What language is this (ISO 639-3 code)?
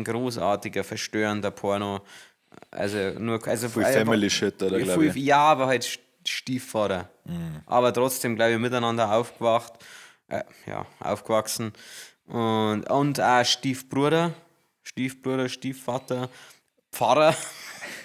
bar